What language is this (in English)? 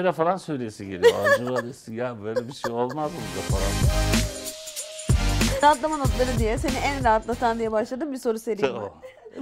Turkish